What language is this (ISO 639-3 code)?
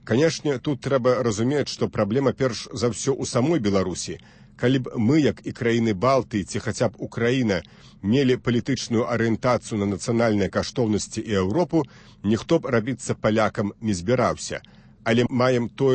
bel